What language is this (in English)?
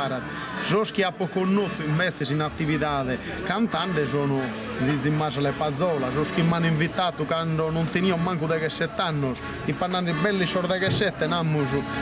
Sardinian